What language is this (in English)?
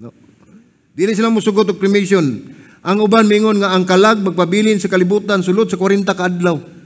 Cebuano